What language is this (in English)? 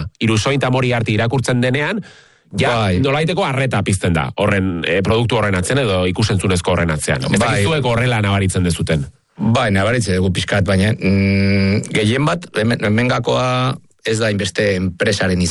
Basque